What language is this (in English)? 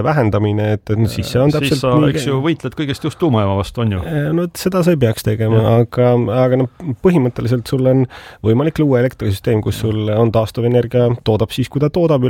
Estonian